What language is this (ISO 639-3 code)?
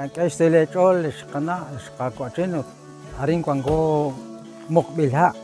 kek